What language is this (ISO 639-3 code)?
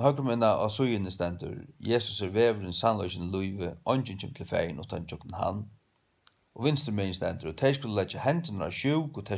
fao